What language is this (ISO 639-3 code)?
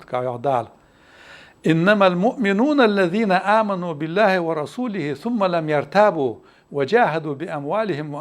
inh